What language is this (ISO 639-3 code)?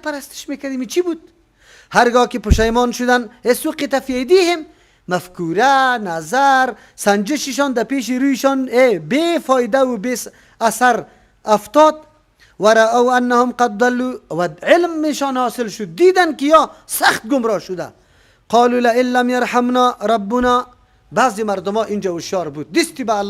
fas